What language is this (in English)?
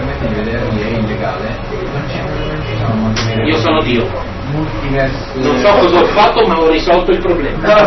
Italian